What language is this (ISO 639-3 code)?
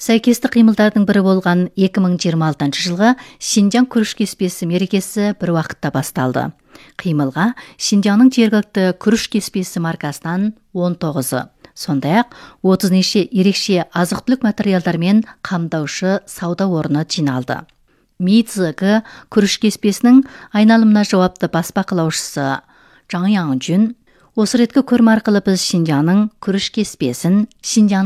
kaz